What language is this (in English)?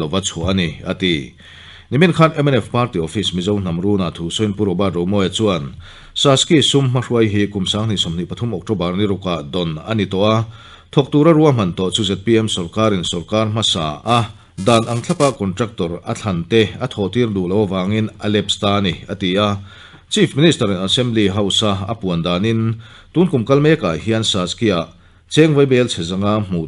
Mizo